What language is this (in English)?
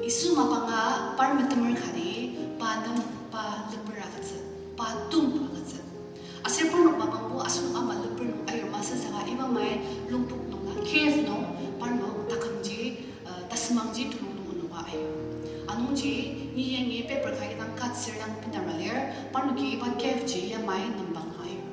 Ao Naga